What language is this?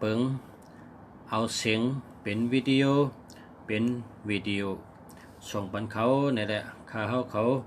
Shan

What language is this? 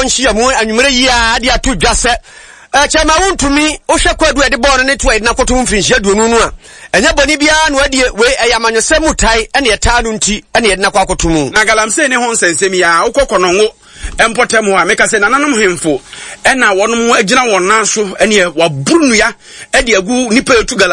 Akan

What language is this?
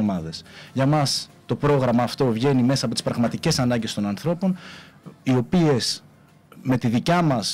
Greek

